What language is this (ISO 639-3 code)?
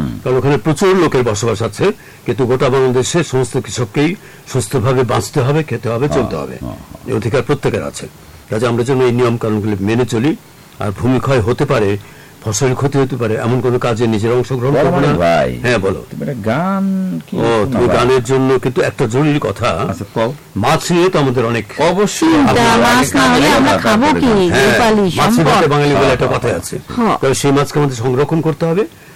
ben